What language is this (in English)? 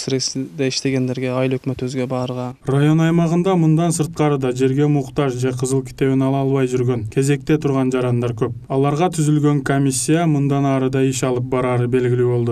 Kyrgyz